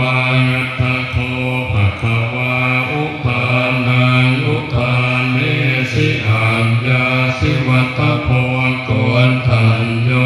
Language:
Pali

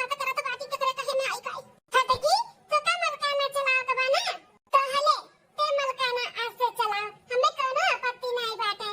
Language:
Awadhi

